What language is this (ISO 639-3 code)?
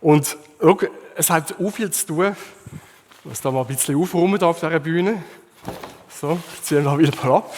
gsw